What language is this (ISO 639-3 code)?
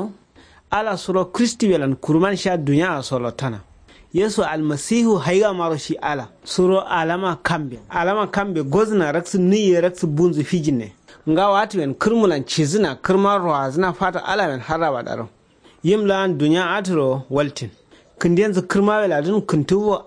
kau